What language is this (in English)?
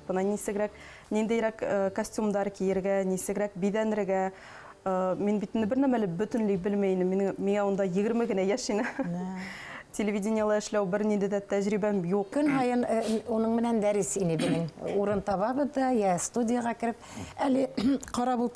Bashkir